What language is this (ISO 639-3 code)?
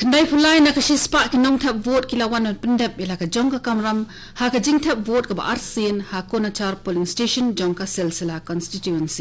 kha